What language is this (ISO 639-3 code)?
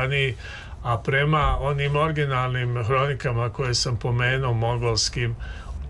srp